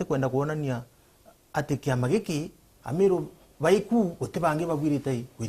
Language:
Meru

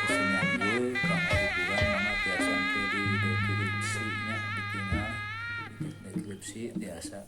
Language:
Sundanese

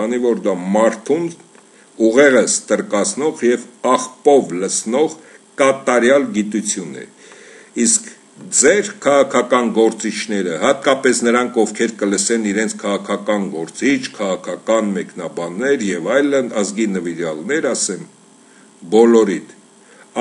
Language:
Armenian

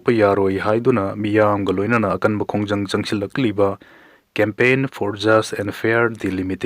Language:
Manipuri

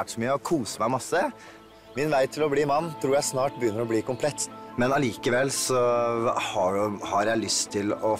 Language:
Norwegian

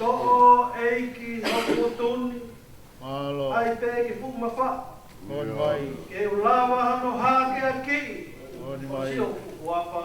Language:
Tongan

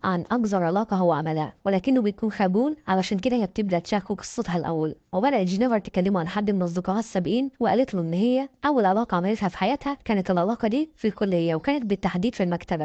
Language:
Egyptian Arabic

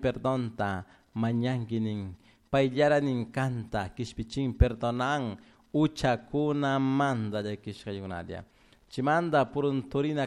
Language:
Chimborazo Highland Quichua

